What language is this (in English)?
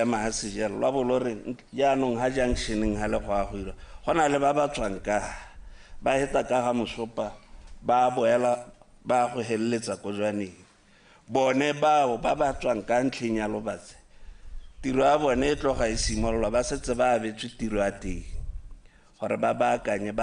Tswana